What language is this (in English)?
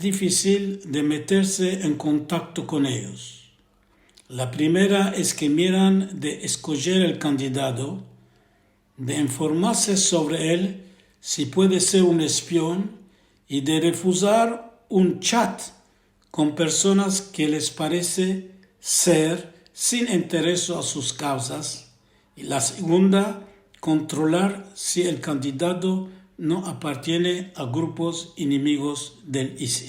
Ladino